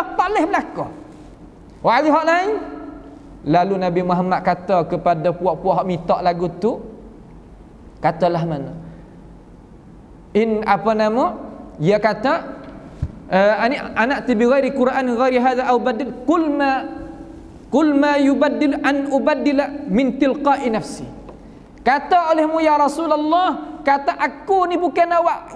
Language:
Malay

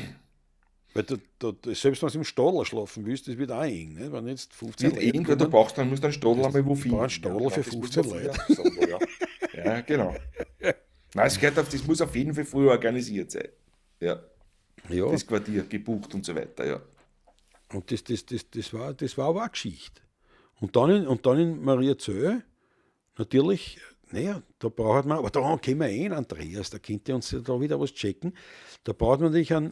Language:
Bavarian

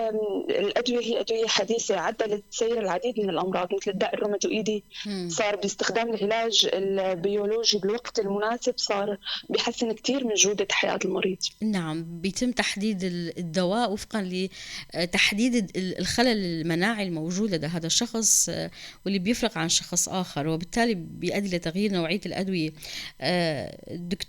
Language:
North Levantine Arabic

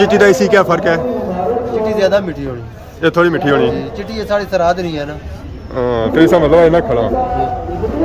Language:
Pahari-Potwari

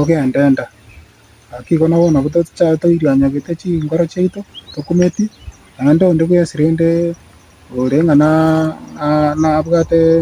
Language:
Gusii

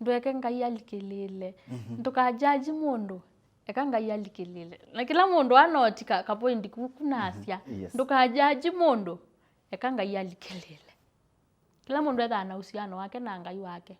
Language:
Kamba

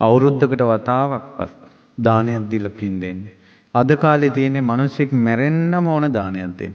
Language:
Sinhala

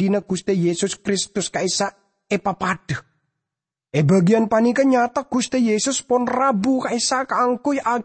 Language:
Madurese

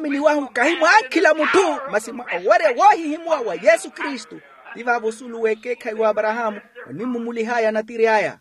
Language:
Makhuwa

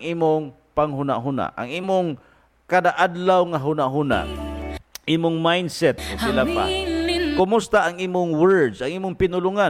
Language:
Cebuano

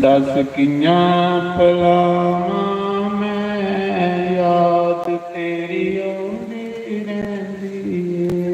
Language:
Dogri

